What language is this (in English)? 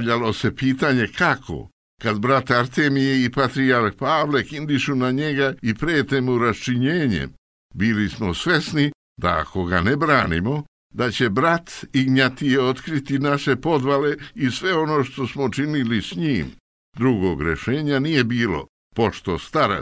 Serbian